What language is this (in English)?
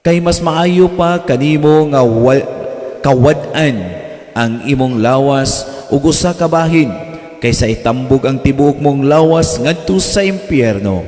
Cebuano